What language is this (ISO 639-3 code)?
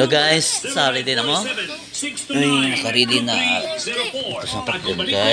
ceb